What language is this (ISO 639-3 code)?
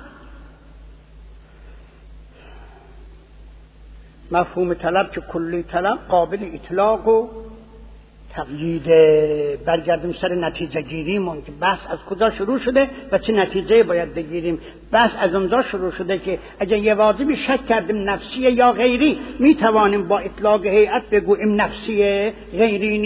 fas